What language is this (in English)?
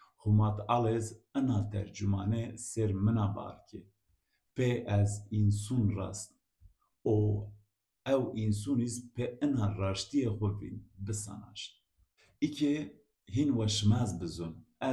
Zaza